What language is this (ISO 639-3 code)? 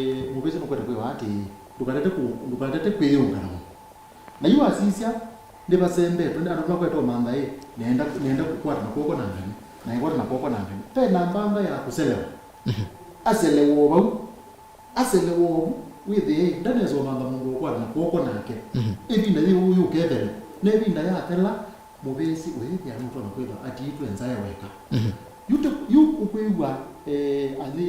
kam